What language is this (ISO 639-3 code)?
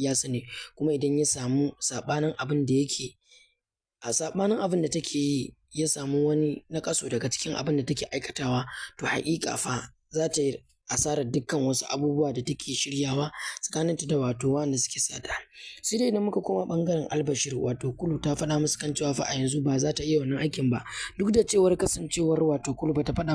hau